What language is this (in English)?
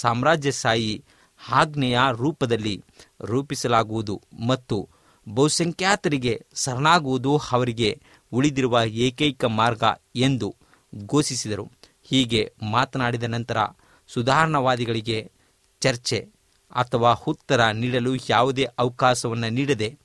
Kannada